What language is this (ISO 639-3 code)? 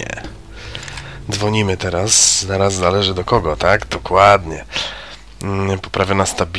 pol